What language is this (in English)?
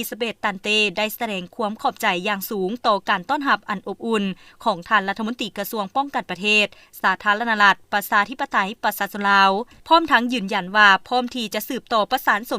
Lao